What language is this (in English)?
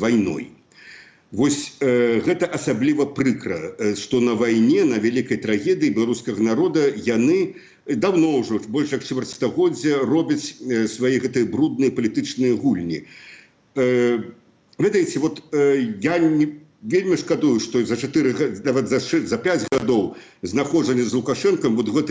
Belarusian